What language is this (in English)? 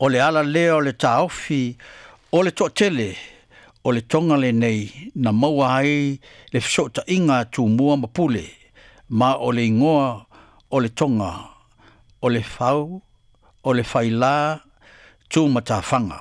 Samoan